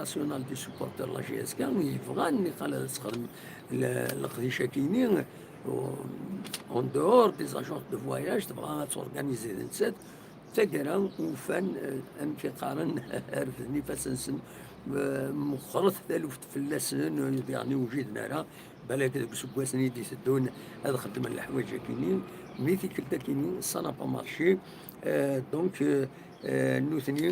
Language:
Kabyle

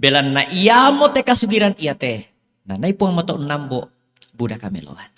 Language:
Toraja-Sa'dan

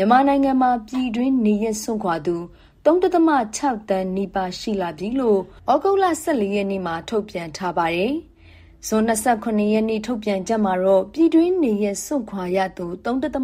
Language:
Burmese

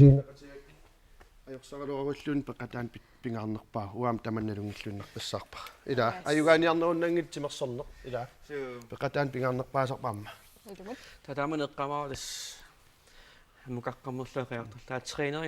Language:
Kalaallisut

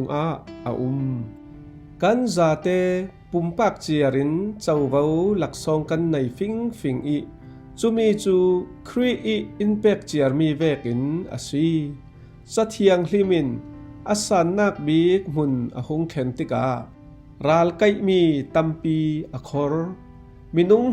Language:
Falam Chin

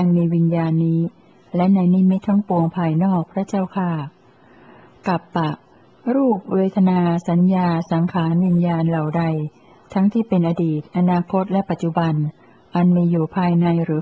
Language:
Thai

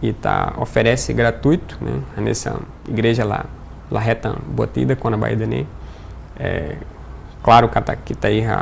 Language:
Tetum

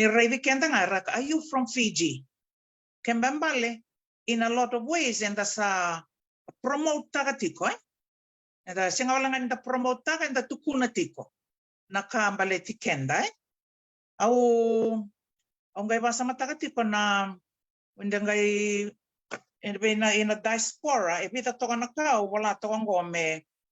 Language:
Fijian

